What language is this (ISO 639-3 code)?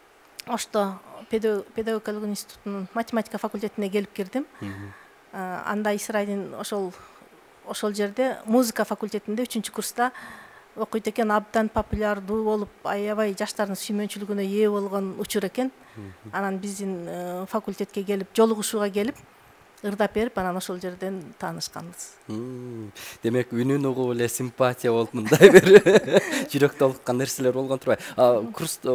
kir